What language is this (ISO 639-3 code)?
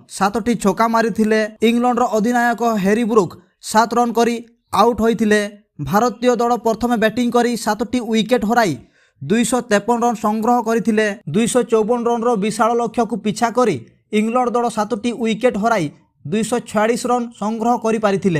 ori